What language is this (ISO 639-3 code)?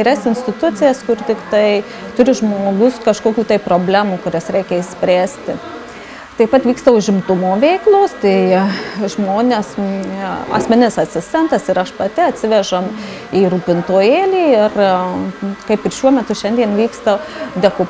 lit